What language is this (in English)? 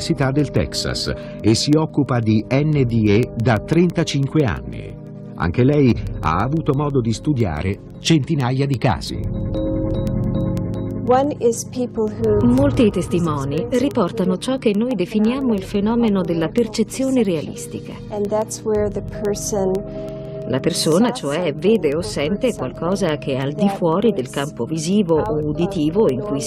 Italian